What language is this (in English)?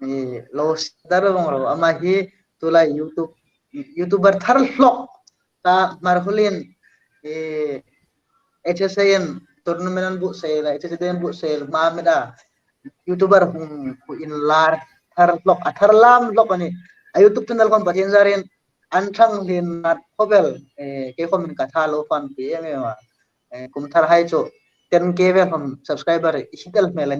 Hmar